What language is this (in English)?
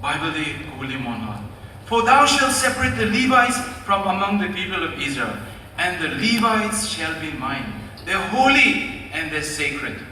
Naga Pidgin